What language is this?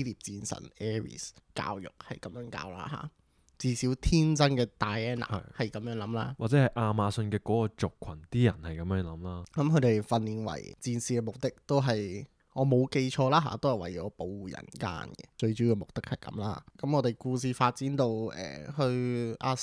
Cantonese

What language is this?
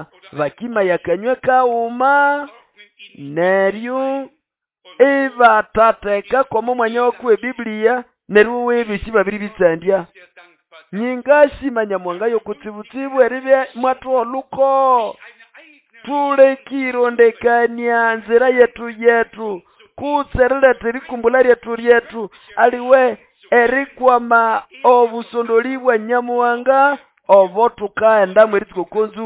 Nande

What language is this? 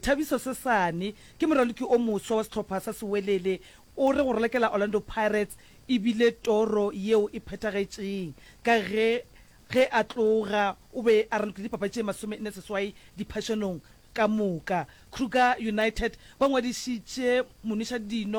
Northern Sotho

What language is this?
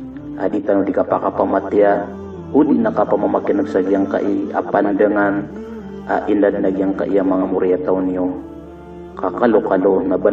Maranao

